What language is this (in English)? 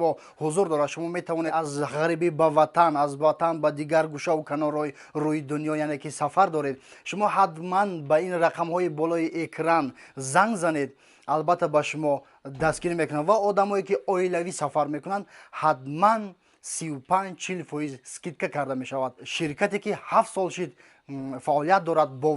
Tajik